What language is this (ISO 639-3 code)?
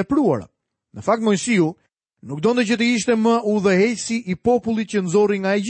sqi